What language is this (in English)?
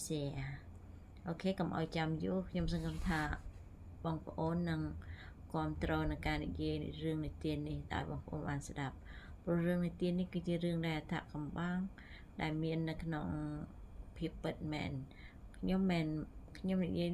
Khmer